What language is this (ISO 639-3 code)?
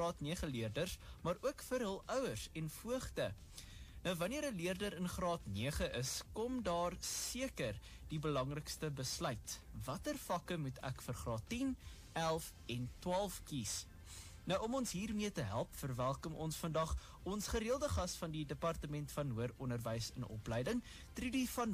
afr